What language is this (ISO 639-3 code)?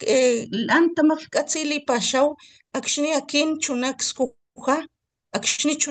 top